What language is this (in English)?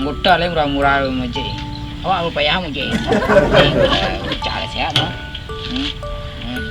Minangkabau